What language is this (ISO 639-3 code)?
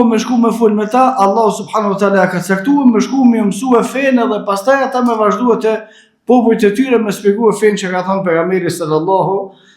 sqi